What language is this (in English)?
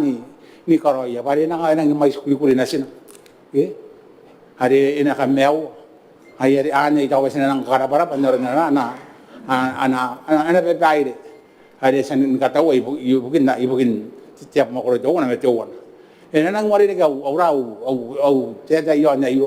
Gilbertese